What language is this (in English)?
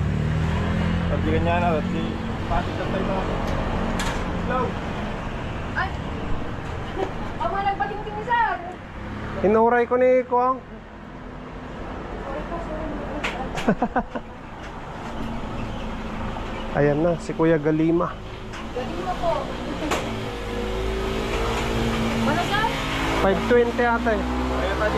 Filipino